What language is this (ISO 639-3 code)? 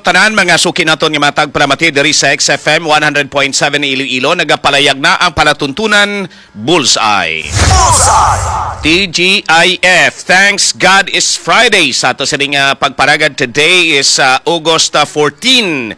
hil